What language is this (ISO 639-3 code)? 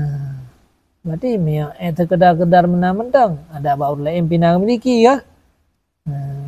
ace